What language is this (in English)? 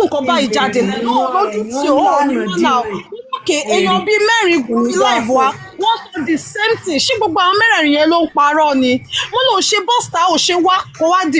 Yoruba